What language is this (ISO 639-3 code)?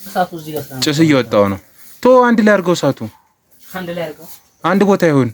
amh